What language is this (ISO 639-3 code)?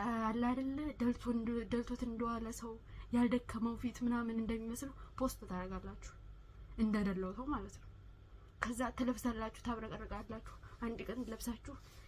amh